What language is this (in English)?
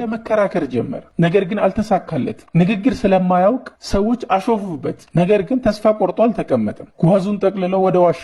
Amharic